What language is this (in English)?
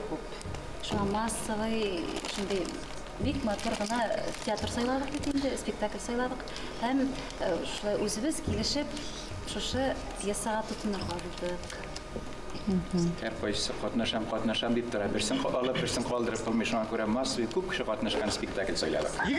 Bashkir